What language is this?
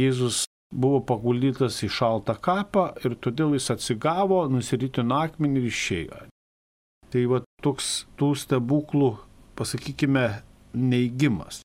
Lithuanian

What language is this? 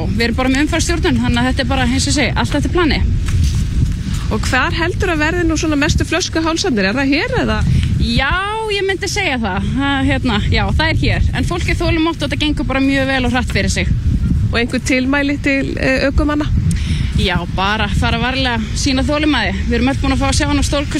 Icelandic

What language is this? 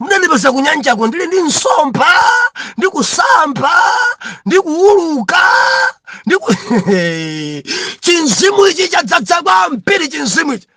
Nyanja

